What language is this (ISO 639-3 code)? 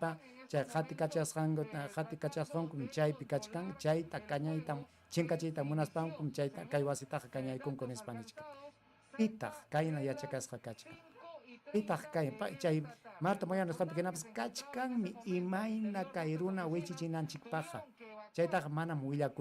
quy